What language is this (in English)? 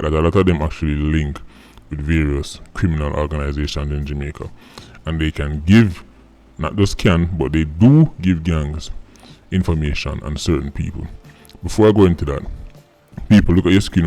Jamaican Creole English